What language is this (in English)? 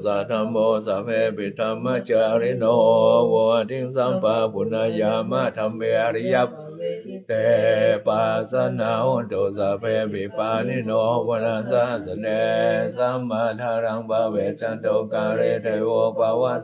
Pali